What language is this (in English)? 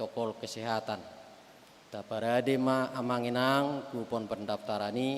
Batak Toba